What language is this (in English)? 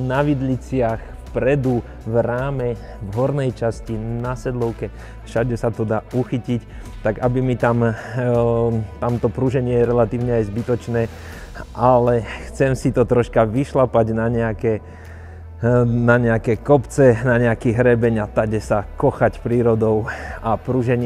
Slovak